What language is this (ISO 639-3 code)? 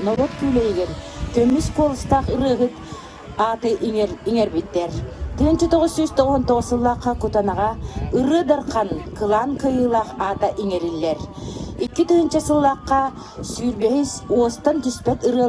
sah